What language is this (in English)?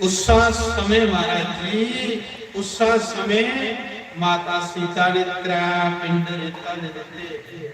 Dogri